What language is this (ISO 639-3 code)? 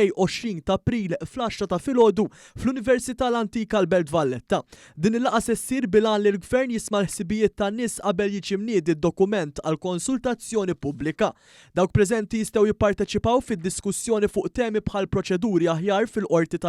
mlt